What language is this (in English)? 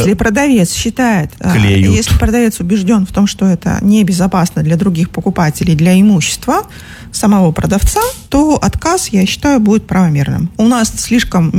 Russian